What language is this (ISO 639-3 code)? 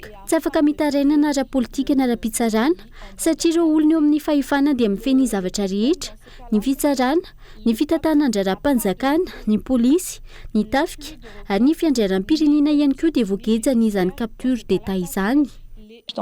mlg